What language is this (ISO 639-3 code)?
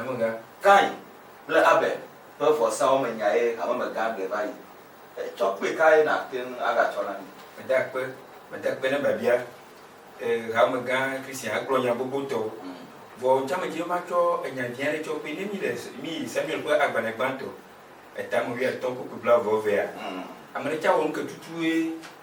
ewe